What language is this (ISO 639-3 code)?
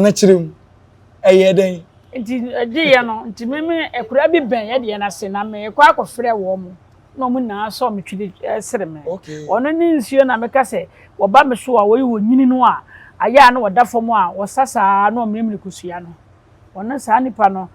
aka